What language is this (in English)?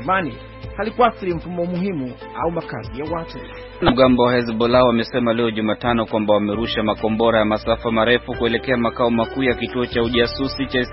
Swahili